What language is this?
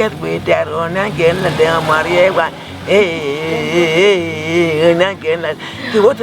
Acoli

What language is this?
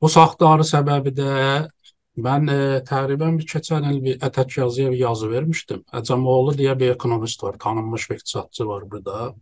South Azerbaijani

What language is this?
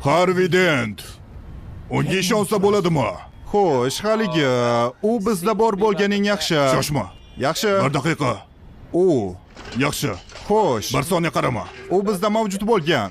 Uzbek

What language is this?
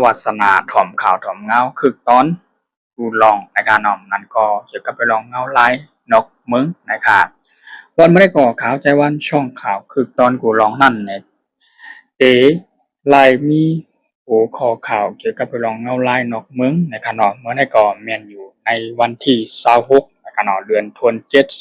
Shan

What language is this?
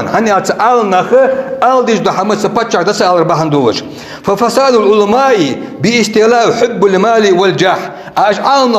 Ingush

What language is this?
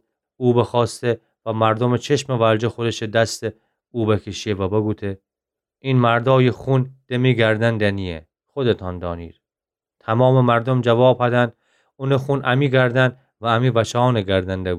Gilaki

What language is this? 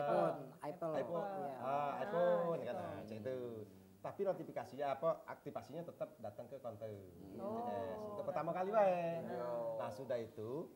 Musi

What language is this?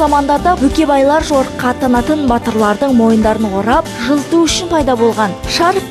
Kazakh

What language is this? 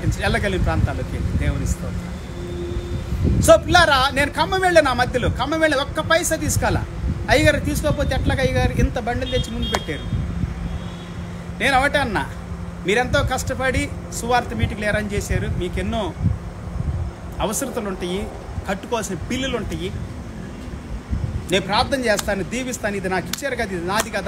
Telugu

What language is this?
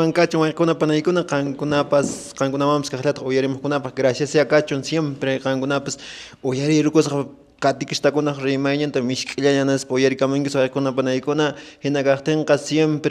Quechua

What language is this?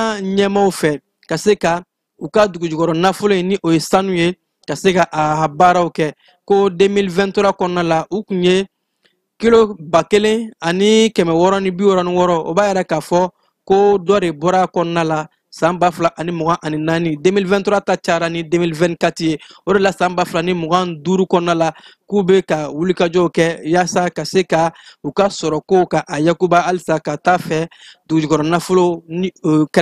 Bambara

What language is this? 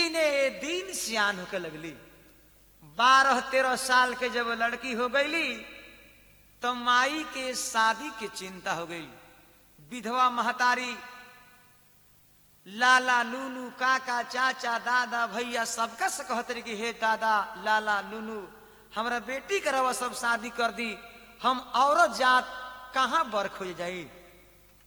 Bhojpuri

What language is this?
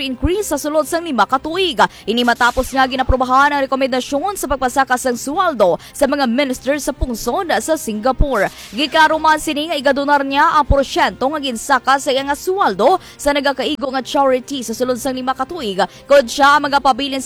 Hiligaynon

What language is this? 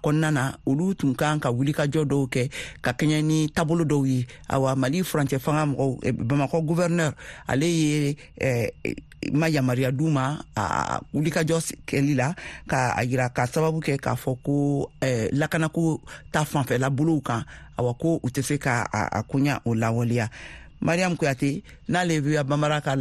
Bambara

